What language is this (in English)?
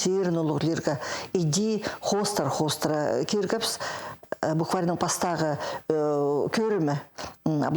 Khakas